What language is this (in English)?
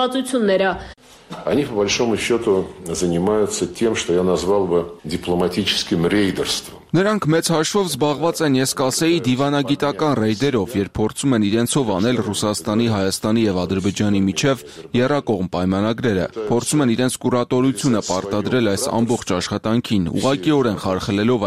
Armenian